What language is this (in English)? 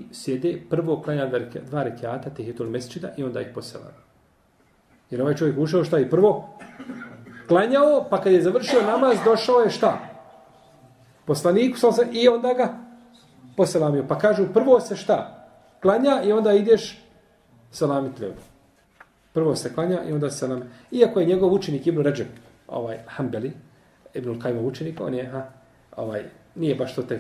Bosnian